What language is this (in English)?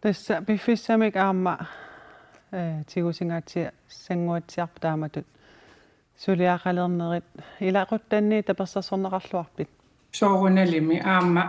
Kalaallisut